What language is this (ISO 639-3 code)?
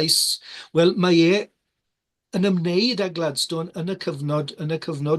cym